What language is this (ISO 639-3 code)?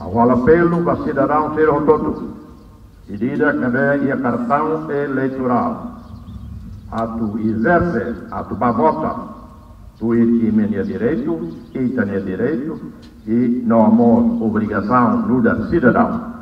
tet